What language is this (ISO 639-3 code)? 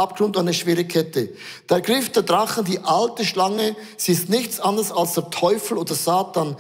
gsw